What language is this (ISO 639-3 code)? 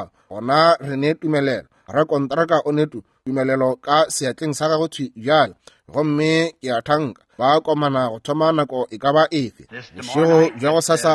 nso